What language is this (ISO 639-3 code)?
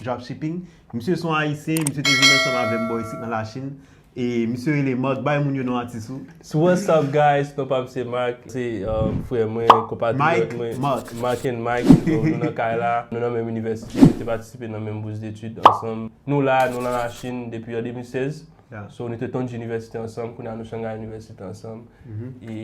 hat